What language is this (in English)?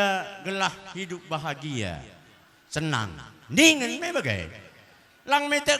Batak Karo